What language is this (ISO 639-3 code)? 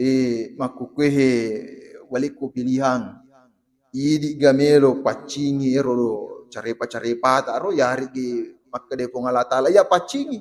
bug